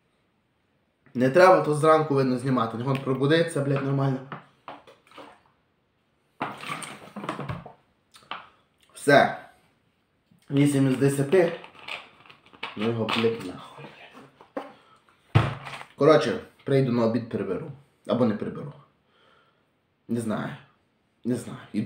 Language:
Ukrainian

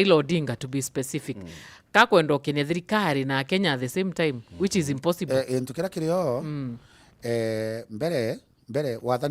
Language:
Meru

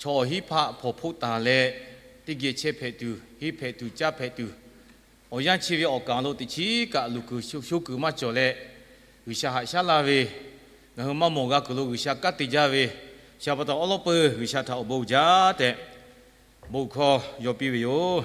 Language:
Lahu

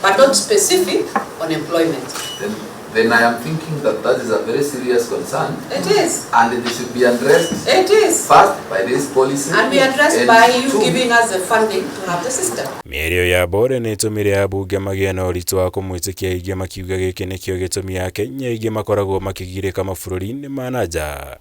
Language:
Kikuyu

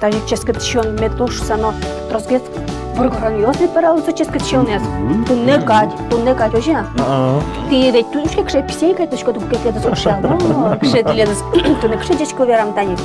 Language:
Udmurt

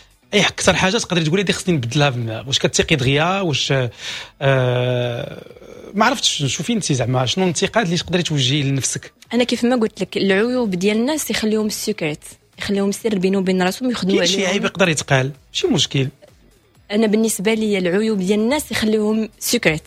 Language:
Moroccan Arabic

